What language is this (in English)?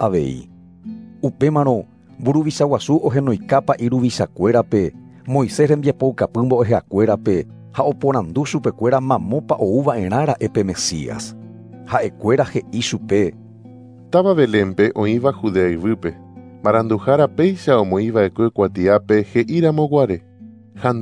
Guarani